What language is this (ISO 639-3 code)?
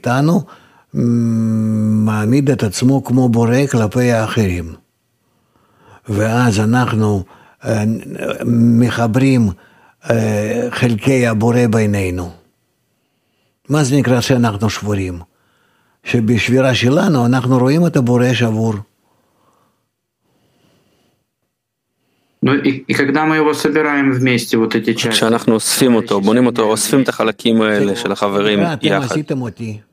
heb